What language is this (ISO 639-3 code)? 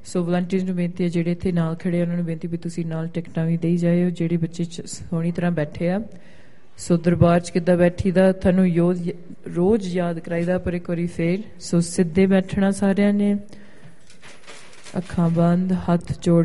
pan